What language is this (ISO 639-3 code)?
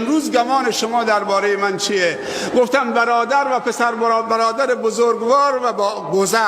fas